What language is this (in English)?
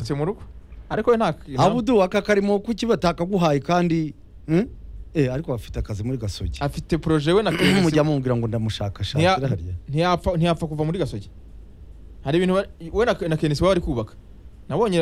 Kinyarwanda